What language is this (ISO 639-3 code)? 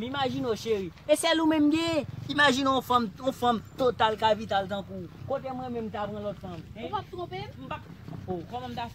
hat